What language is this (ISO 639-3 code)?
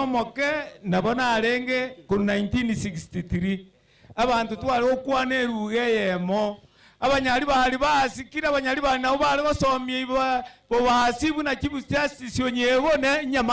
guz